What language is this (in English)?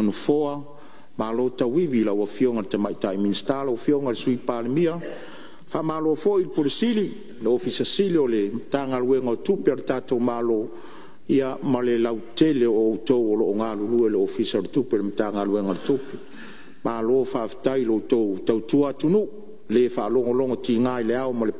Samoan